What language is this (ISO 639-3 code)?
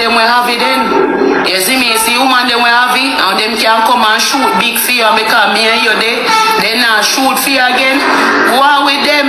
jam